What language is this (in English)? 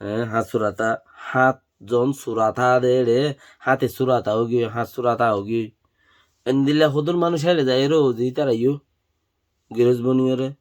Rohingya